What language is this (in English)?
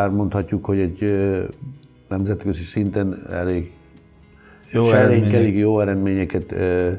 Hungarian